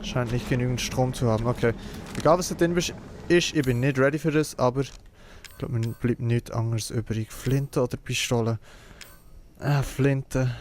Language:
Swiss German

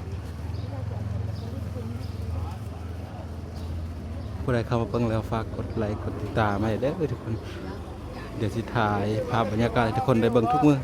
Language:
Lao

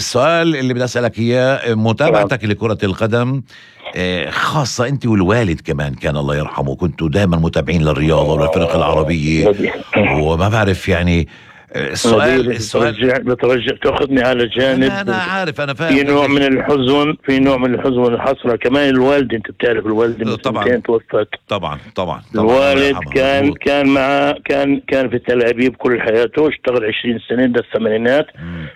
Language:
North Levantine Arabic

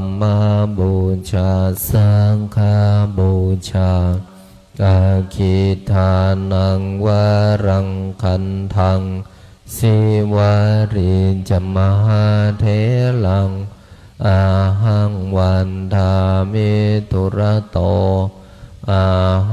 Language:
Pali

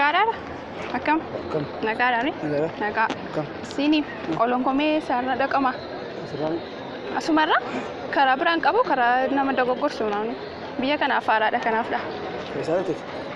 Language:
Oromo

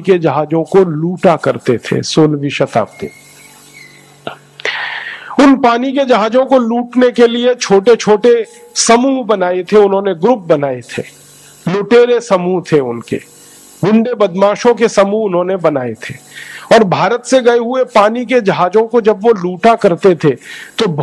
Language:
Hindi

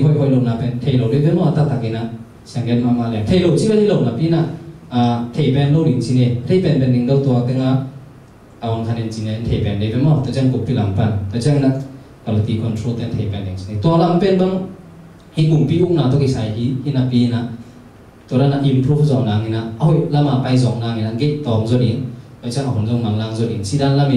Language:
Tedim Chin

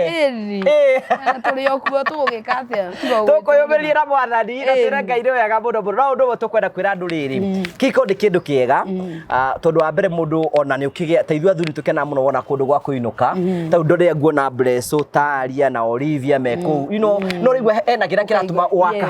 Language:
Kikuyu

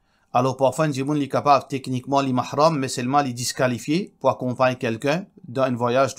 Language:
Morisyen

